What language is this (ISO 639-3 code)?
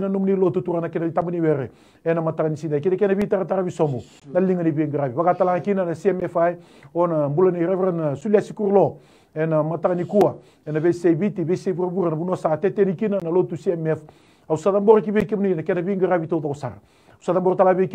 fij